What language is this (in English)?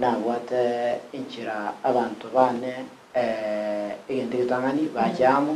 Gusii